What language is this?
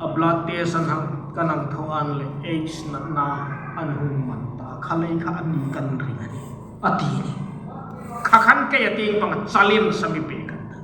Hmar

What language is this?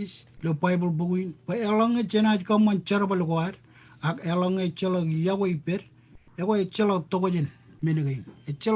Marshallese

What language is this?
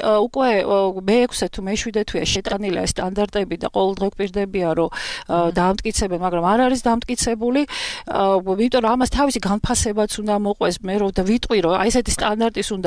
Georgian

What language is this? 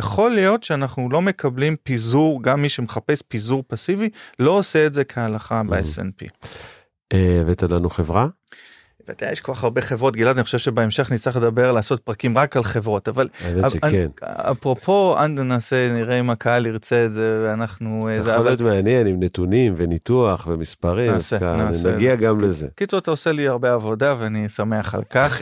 Hebrew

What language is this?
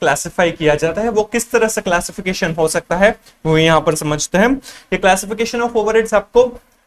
Hindi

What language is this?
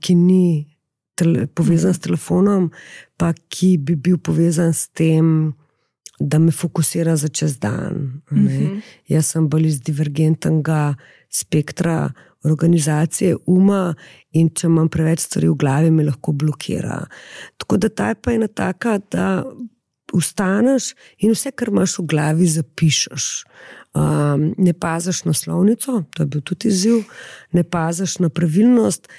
Slovenian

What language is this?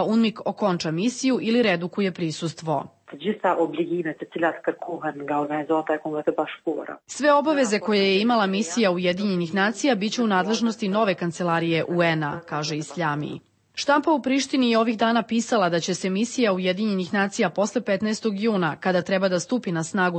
Serbian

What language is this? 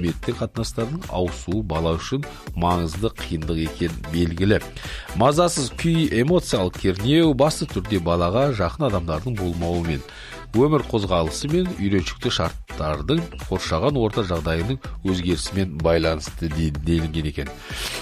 Kazakh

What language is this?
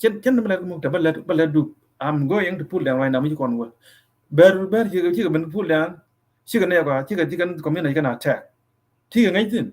Nuer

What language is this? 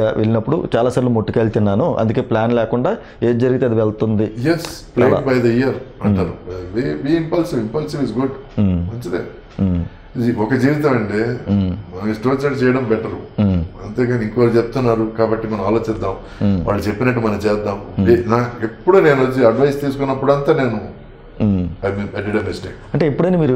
Telugu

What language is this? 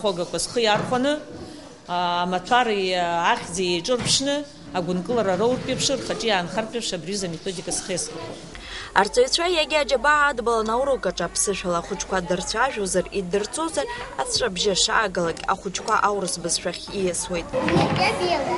Abkhazian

